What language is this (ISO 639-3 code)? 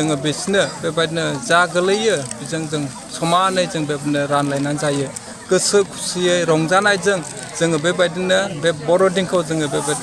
brx